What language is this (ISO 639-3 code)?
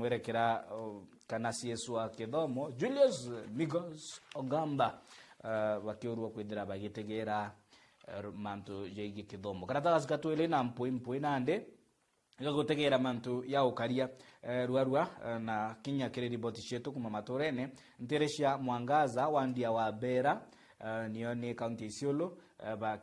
mer